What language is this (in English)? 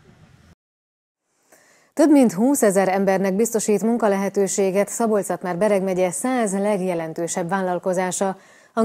Hungarian